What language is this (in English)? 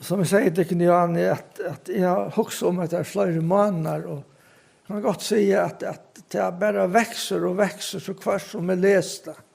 Faroese